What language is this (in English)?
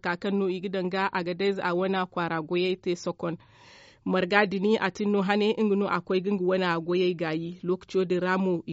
Zarma